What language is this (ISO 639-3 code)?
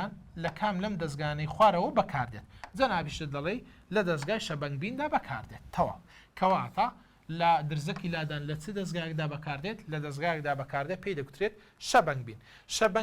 ckb